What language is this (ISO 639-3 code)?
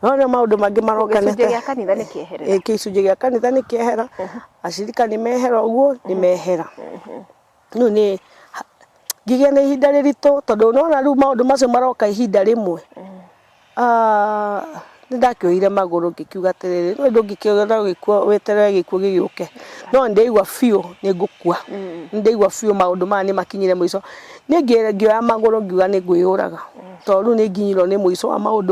kik